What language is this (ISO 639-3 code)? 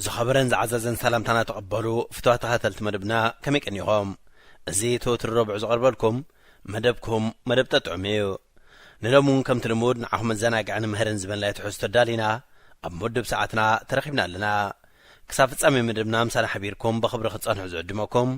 tir